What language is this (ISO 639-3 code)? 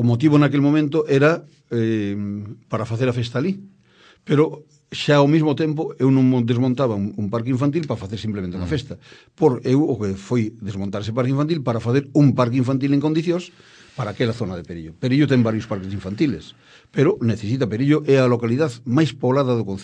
glg